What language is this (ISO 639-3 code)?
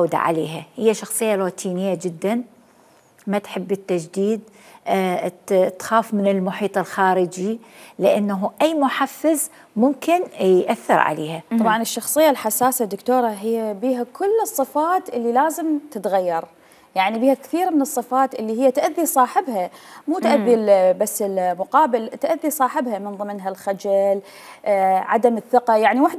acm